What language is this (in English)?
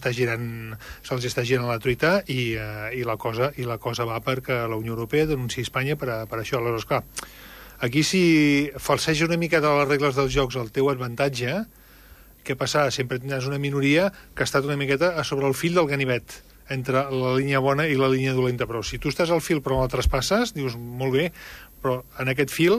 Catalan